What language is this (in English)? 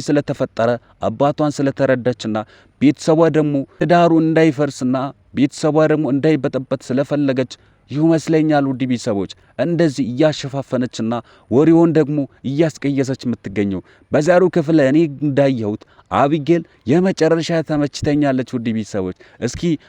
Amharic